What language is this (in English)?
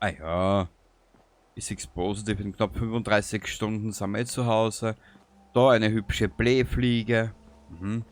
Bavarian